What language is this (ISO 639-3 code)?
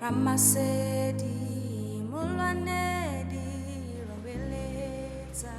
sot